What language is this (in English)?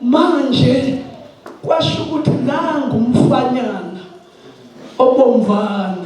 Zulu